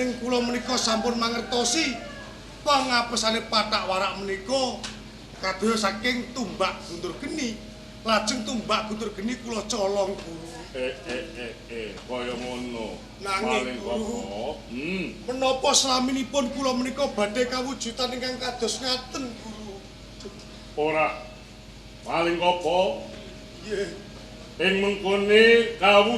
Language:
Javanese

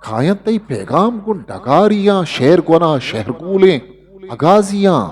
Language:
Eastern Balochi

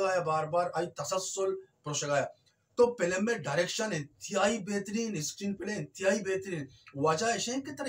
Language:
Baluchi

